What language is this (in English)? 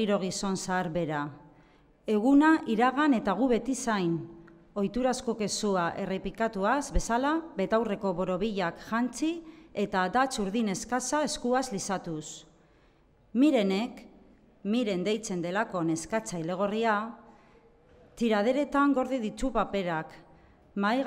Basque